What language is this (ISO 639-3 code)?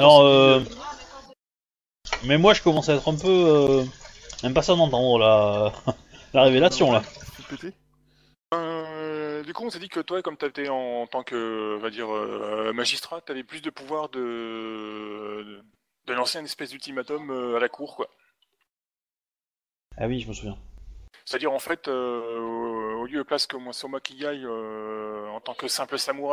fra